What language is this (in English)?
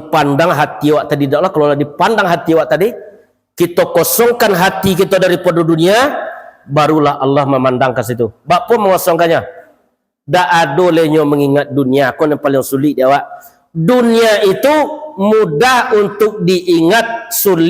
Minangkabau